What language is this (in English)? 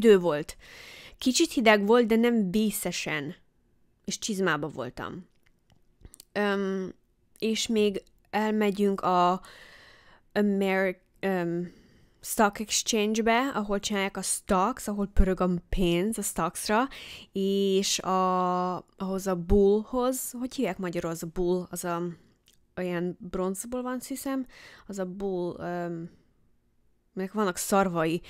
Hungarian